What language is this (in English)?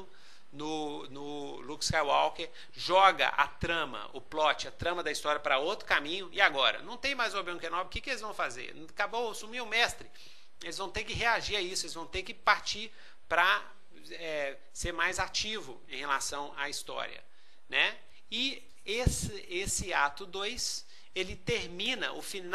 Portuguese